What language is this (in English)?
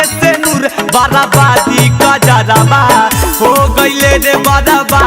Magahi